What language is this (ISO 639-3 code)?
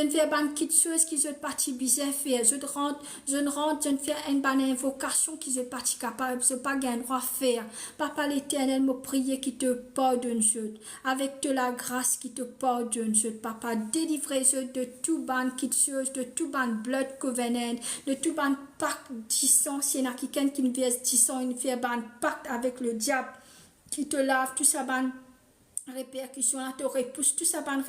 mfe